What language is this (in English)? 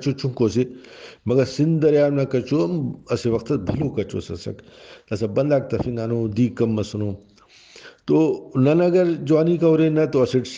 Brahui